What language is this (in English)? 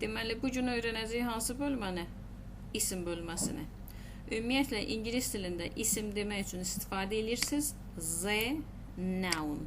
Azerbaijani